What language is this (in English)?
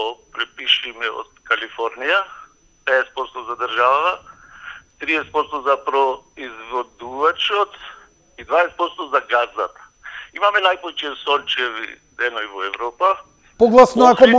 Macedonian